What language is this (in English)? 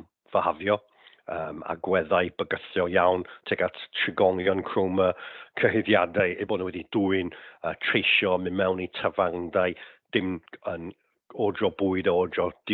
Welsh